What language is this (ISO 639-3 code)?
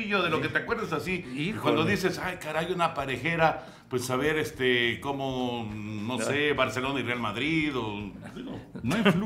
spa